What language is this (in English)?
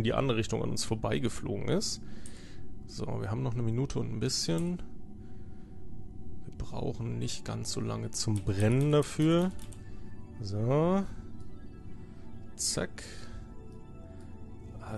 German